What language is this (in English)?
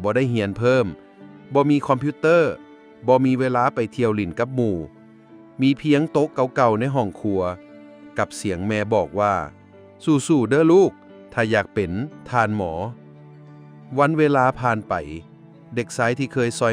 Lao